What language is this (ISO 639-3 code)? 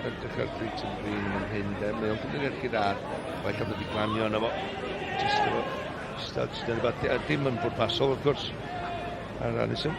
cym